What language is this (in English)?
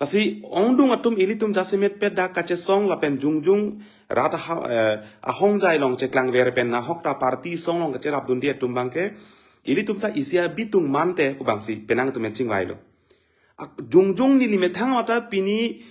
Karbi